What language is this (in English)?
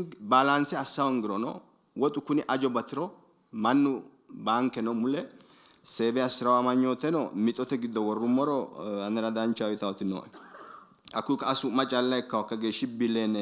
Sidamo